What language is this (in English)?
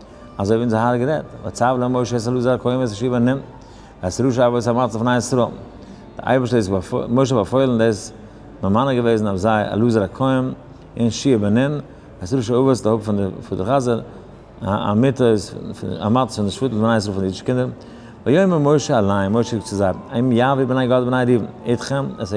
Yiddish